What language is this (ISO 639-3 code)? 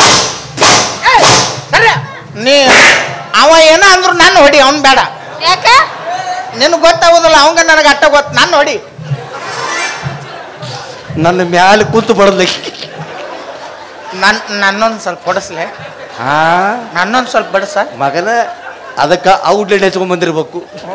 kan